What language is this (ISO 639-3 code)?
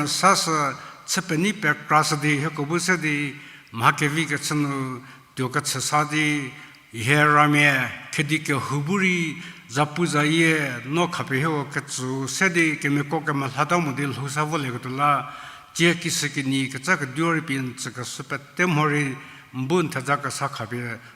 njm